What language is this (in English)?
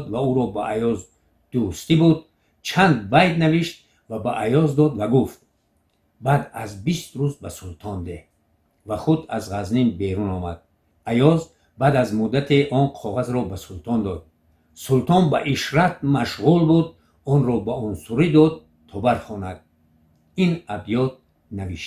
Tajik